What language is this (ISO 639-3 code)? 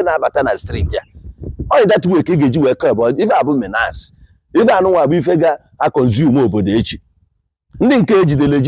ibo